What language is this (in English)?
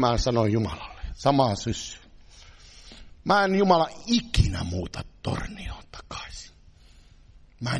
Finnish